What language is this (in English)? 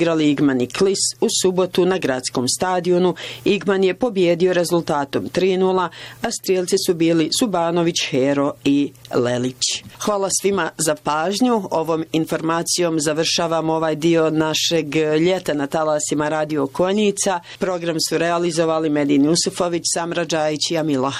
Bosnian